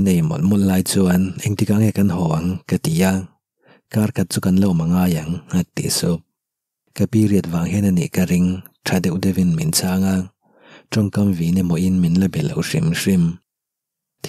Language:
Mizo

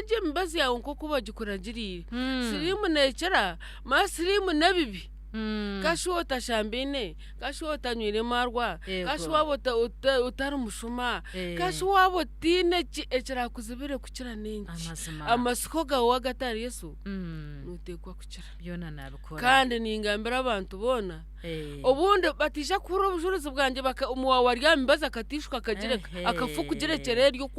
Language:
Nyankole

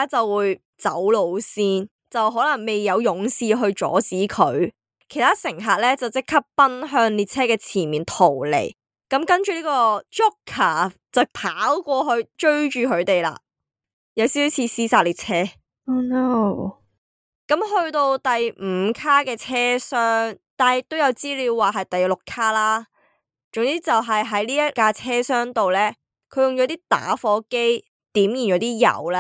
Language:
Cantonese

